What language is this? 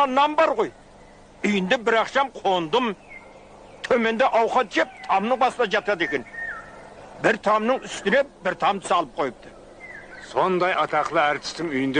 Kara-Kalpak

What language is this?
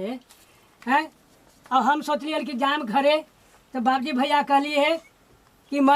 Magahi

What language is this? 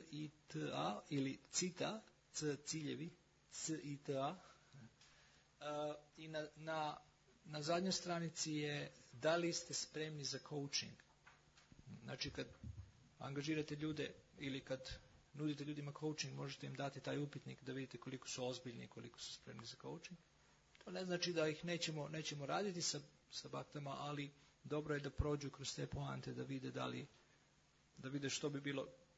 Croatian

